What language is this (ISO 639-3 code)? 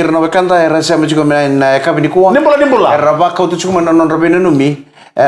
fij